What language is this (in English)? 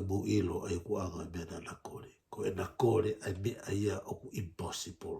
Tongan